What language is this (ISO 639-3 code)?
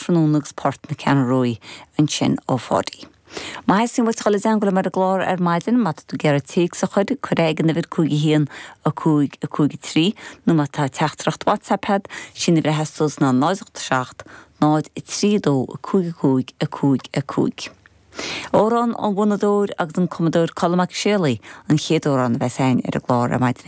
gle